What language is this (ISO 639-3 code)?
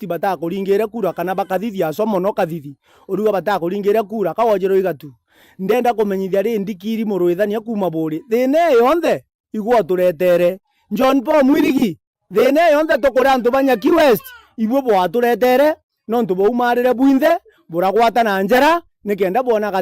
mer